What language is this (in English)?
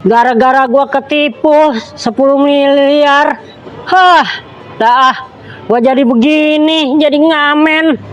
Betawi